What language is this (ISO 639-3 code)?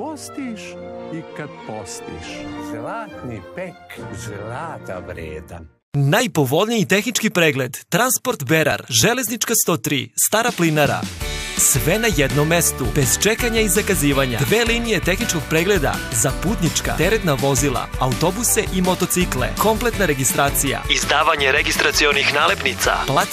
srp